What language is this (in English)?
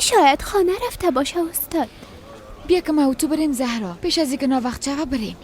Persian